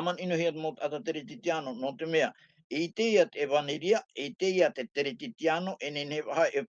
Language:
Tahitian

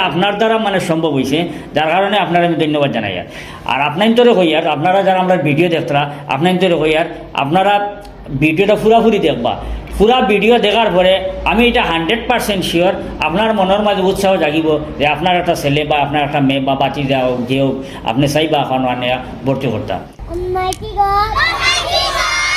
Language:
Sylheti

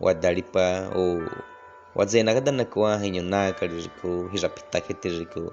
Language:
Baniwa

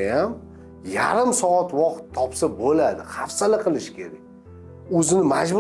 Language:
Uzbek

